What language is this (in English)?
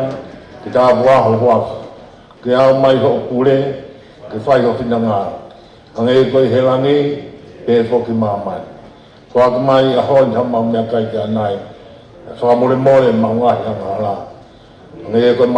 Tongan